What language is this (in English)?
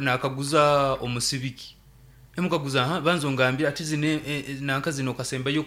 Nyankole